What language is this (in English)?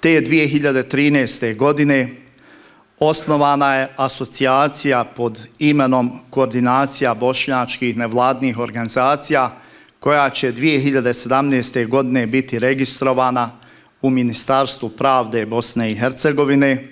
Bosnian